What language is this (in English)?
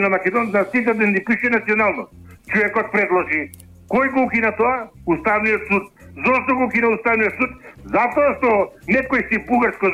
Macedonian